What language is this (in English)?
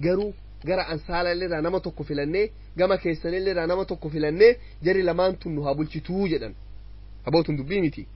Oromo